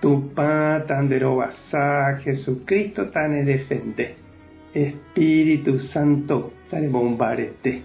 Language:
Guarani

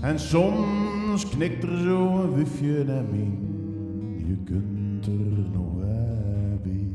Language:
Zeelandic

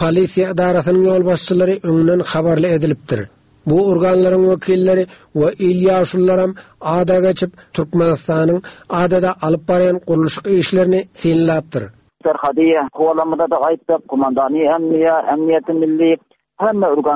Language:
Turkmen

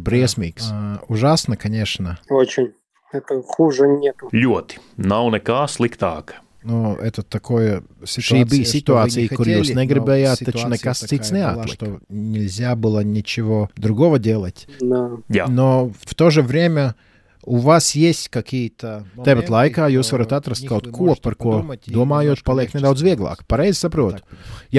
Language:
Latvian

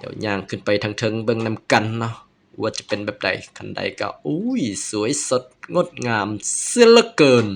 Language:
Lao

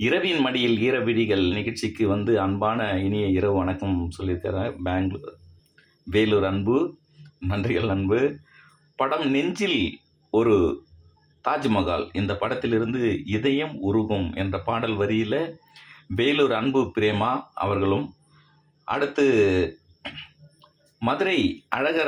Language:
Tamil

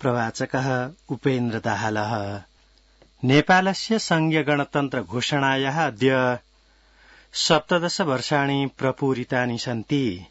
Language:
Sanskrit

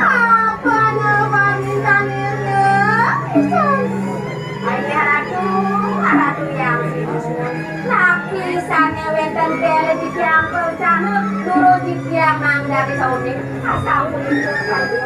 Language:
Balinese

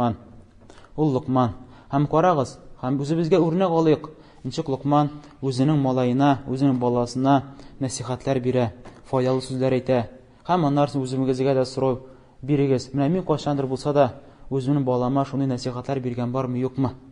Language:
Tatar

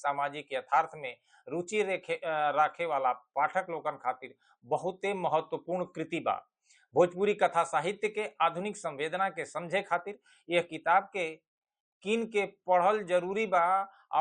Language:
Bhojpuri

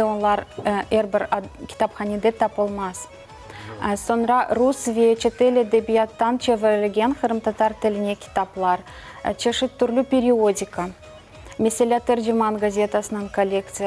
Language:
Crimean Tatar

